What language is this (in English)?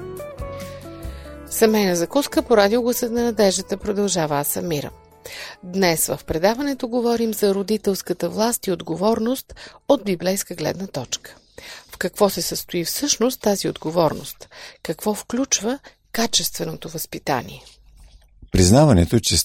Bulgarian